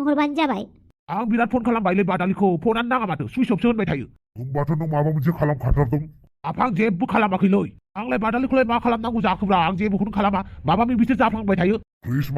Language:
Bodo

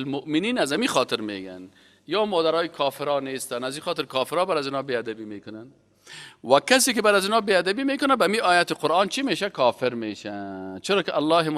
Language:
Persian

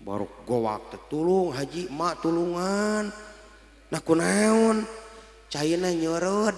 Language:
Sundanese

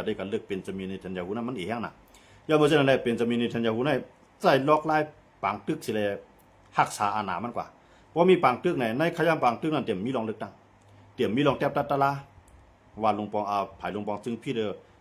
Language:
Shan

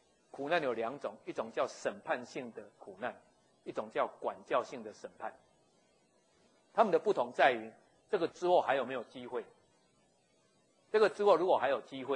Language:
Chinese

